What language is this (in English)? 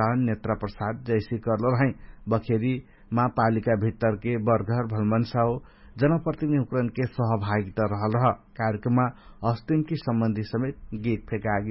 Dangaura Tharu